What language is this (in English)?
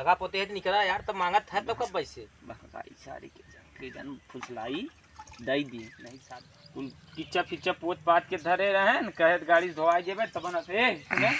Awadhi